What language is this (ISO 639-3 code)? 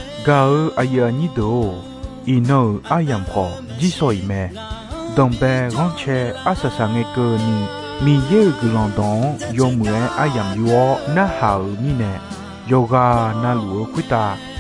ahk